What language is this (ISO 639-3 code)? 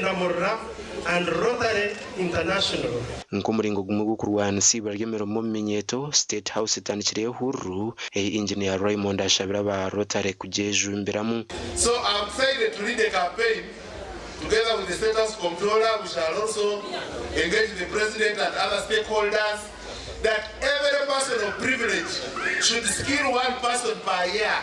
nyn